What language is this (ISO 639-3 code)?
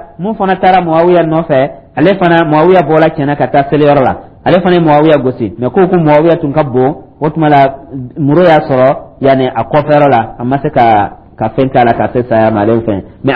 dyu